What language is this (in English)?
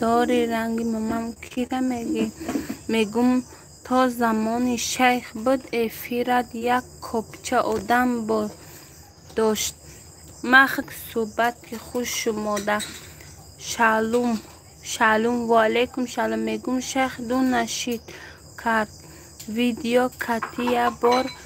Tajik